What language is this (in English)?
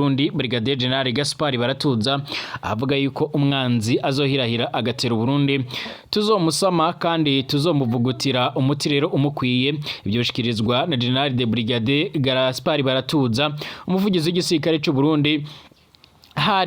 Rundi